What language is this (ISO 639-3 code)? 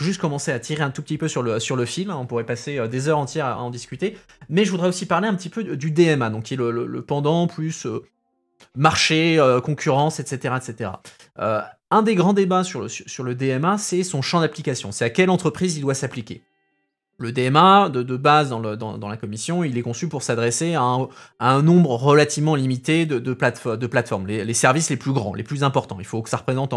fra